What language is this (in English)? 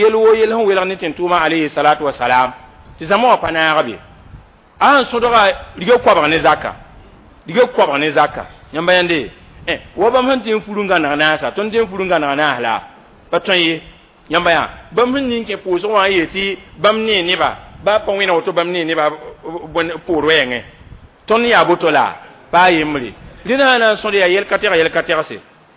Mossi